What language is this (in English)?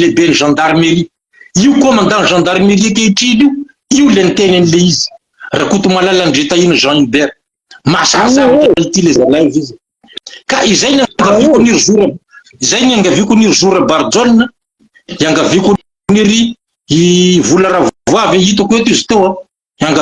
Malagasy